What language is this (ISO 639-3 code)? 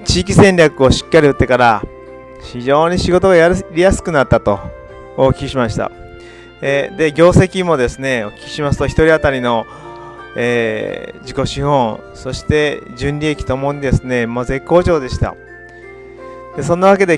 jpn